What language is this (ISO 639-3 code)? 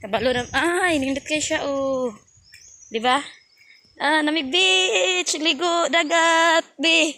ceb